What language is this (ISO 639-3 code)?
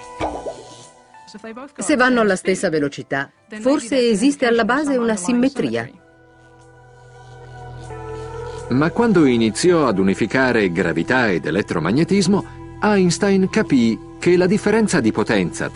ita